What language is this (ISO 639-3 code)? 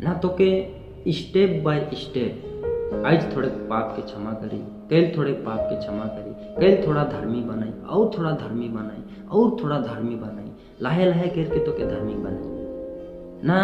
sck